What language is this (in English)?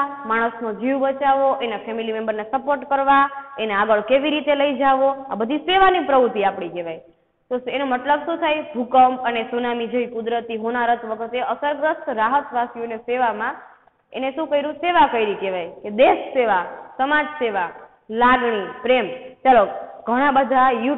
Gujarati